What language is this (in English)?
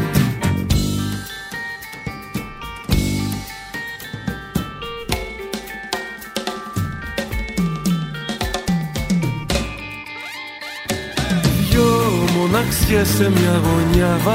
Greek